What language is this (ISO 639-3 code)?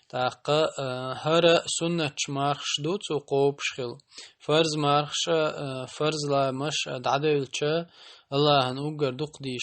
che